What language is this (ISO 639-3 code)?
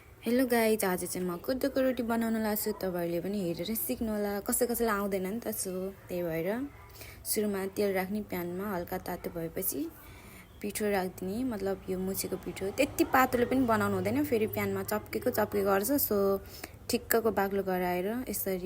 nep